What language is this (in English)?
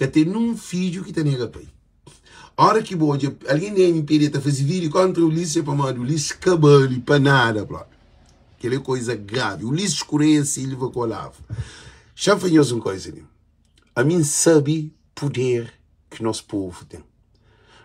Kabuverdianu